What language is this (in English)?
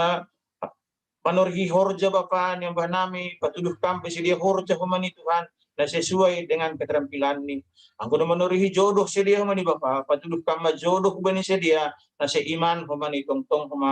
Batak Simalungun